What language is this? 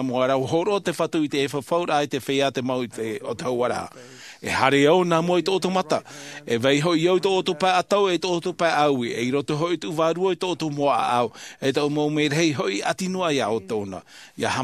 Tahitian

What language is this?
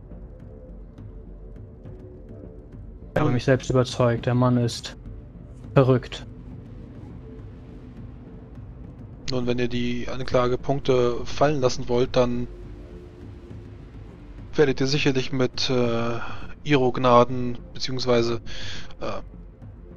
German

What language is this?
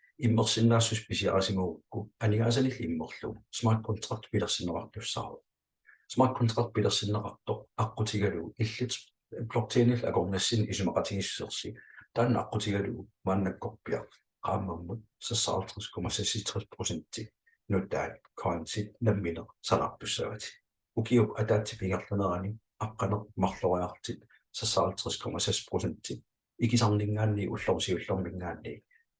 Kalaallisut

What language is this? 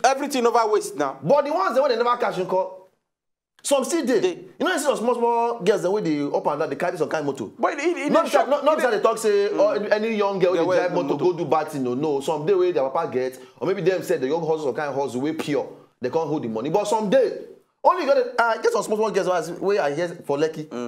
Nigerian Pidgin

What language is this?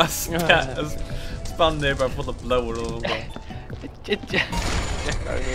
Faroese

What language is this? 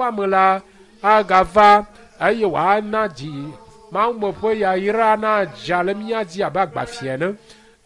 Ewe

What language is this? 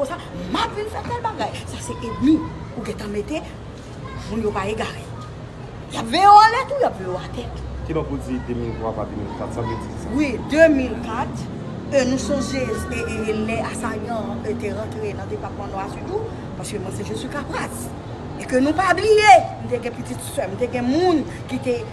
Haitian Creole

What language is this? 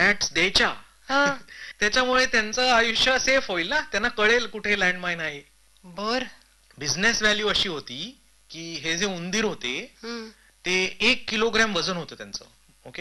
Marathi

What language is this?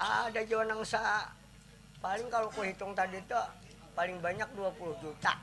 Banjar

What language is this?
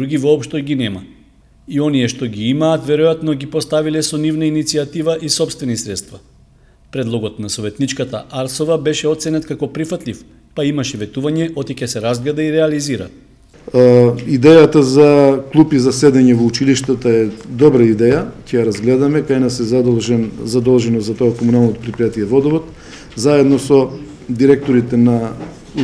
Macedonian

